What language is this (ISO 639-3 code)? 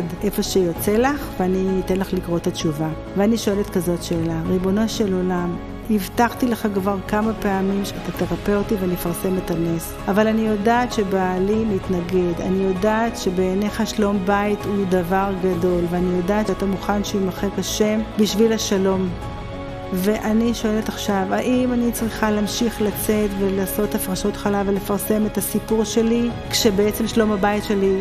heb